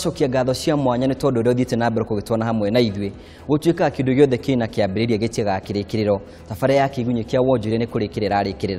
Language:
Kikuyu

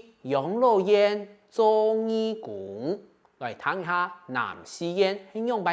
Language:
Hakka Chinese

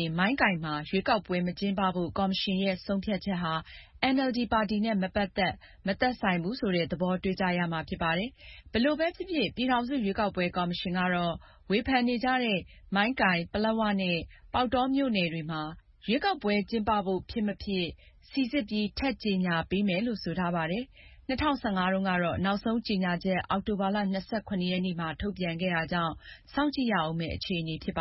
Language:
Burmese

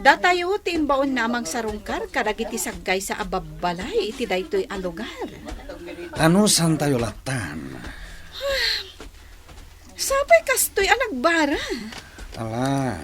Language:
Iloko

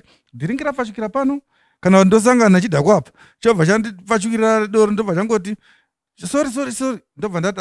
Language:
Shona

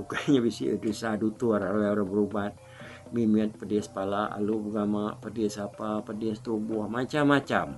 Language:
Iban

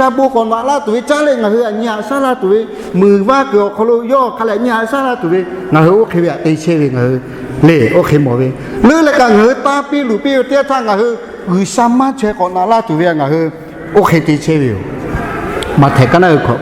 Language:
Lahu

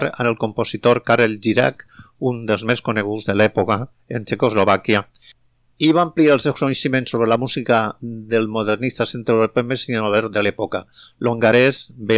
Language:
Catalan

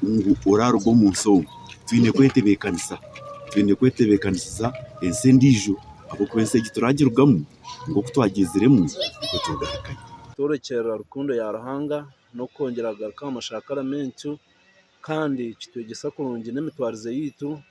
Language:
Nyankole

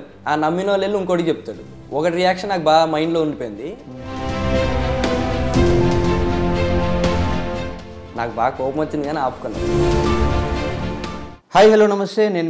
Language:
Telugu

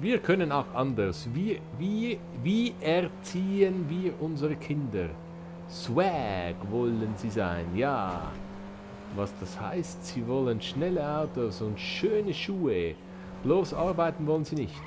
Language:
Swiss German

